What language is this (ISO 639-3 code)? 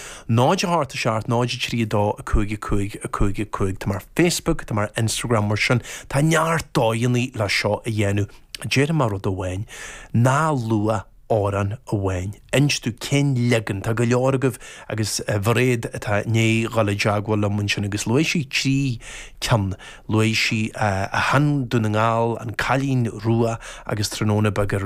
gle